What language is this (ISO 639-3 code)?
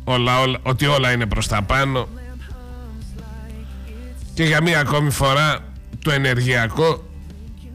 ell